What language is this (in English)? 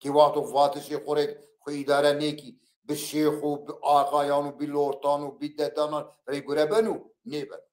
Zaza